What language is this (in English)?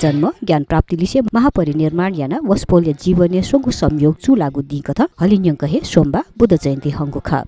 Newari